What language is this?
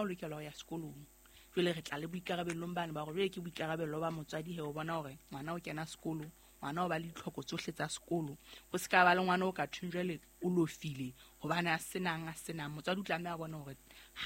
Southern Sotho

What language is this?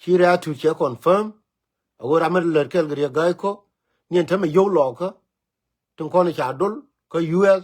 Nuer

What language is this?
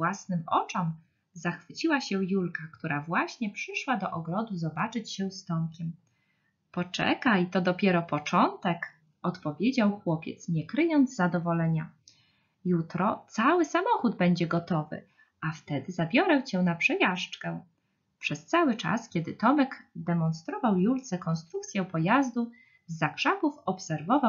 Polish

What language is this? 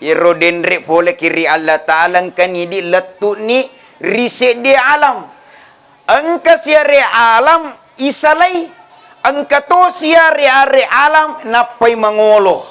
Buginese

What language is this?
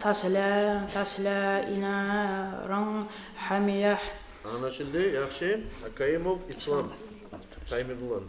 Kumyk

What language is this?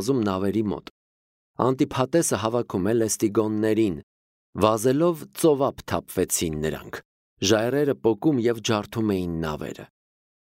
Armenian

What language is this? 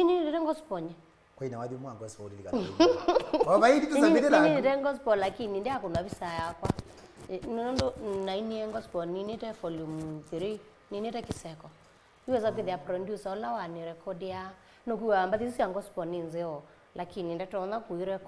Kamba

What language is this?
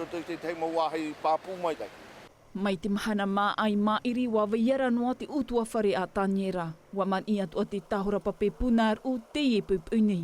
Tahitian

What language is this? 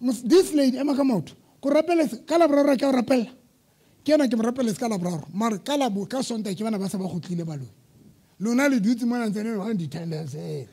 Southern Sotho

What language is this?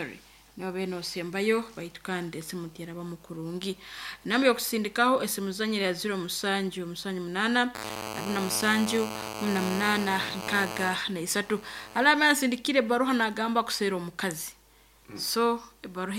Nyankole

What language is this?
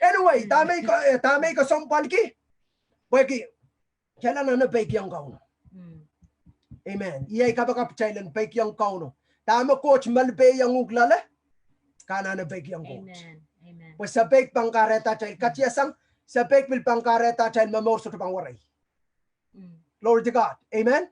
Pohnpeian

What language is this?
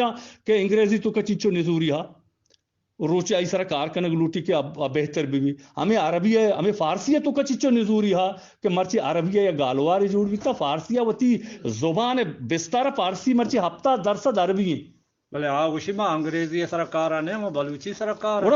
Eastern Balochi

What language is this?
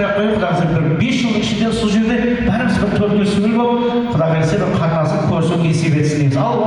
Kara-Kalpak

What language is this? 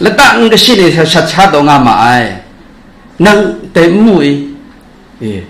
Kachin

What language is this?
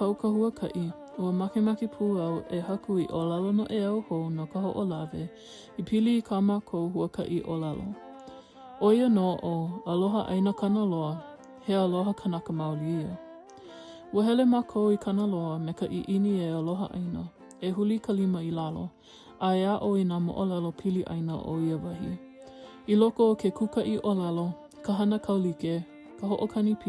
Hawaiian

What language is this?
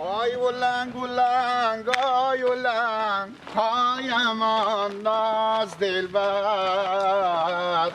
Persian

